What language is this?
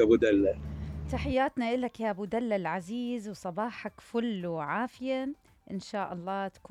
Mesopotamian Arabic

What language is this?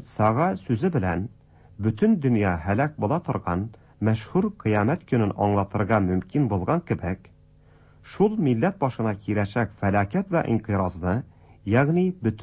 Tatar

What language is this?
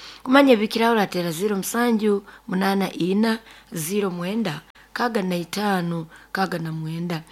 Nyoro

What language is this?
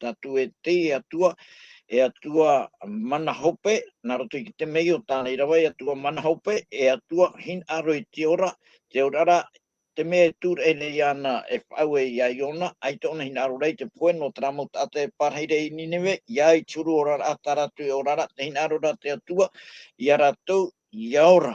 Tahitian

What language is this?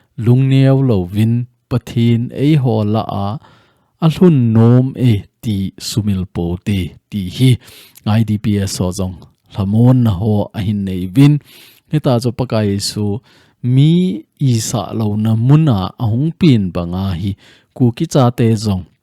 Thado Chin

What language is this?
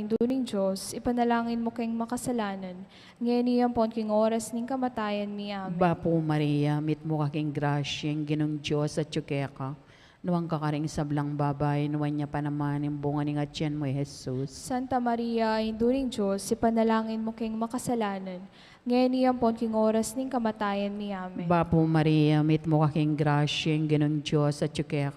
Pampanga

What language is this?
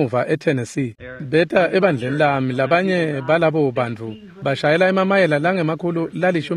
Swati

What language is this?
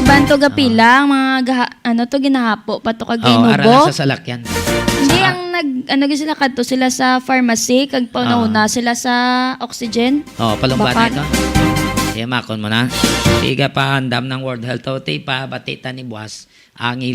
Hiligaynon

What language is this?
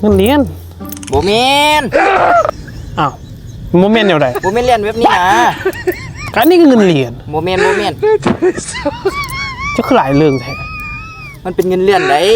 Lao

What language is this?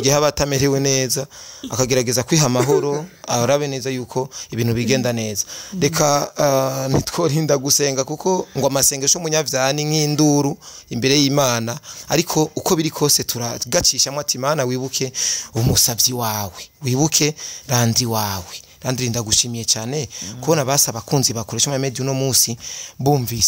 Rundi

